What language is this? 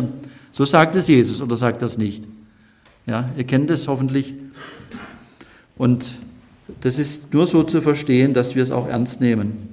German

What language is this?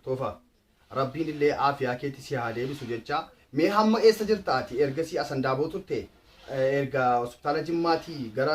Oromo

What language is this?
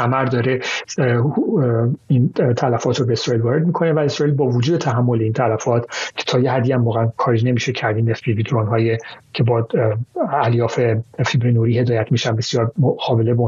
Persian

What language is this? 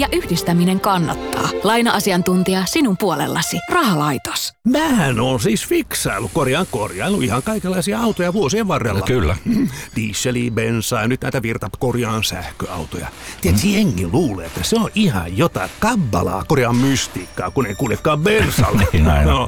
Finnish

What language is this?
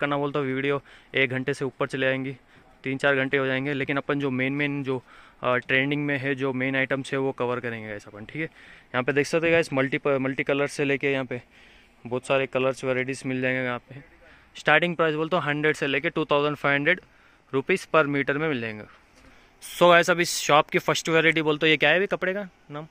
Hindi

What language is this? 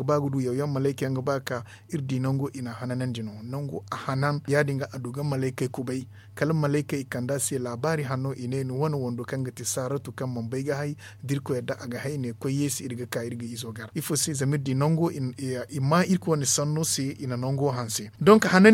Zarma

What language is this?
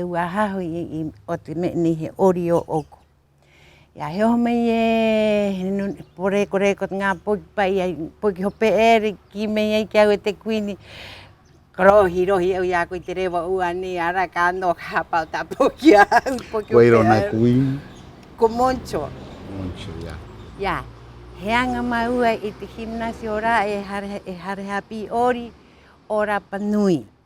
Rapanui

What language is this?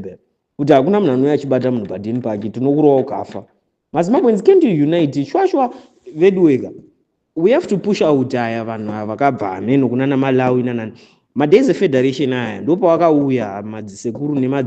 Shona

